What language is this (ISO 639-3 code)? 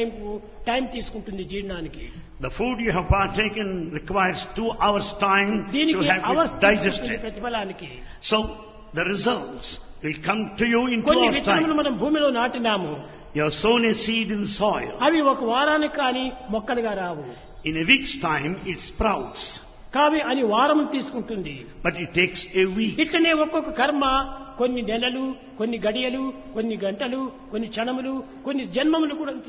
tel